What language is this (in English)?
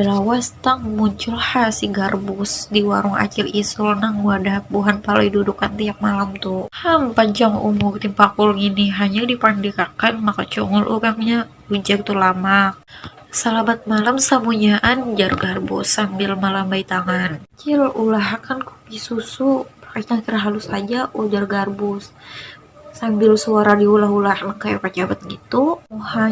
Banjar